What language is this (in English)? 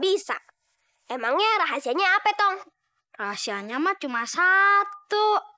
Betawi